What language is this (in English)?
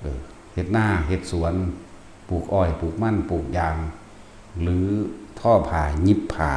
Northeastern Thai